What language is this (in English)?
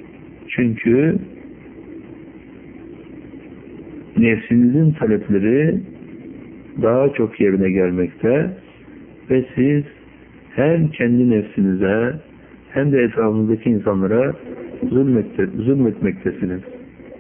Turkish